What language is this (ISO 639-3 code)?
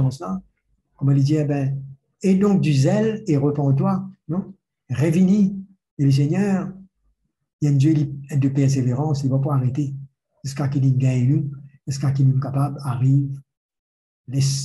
mfe